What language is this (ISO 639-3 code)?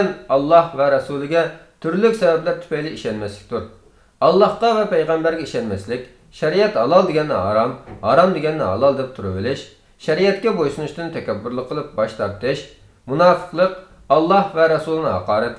uig